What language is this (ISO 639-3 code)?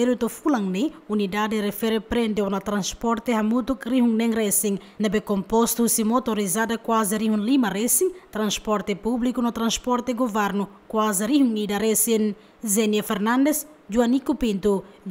tet